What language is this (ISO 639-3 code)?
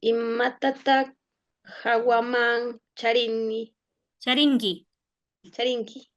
qvi